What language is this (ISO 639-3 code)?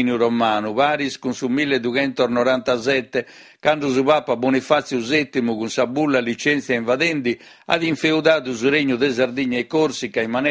srd